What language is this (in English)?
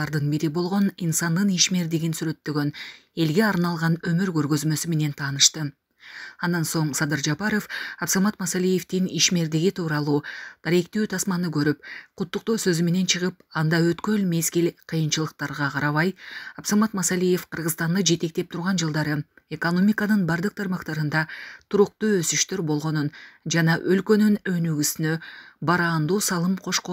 Kyrgyz